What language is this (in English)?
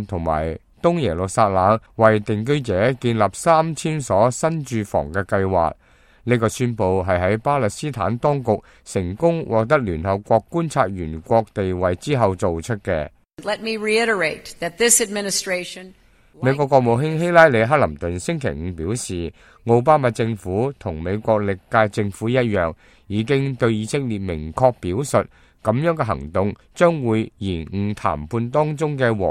Cantonese